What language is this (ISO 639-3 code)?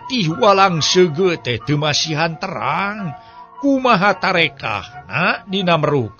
sun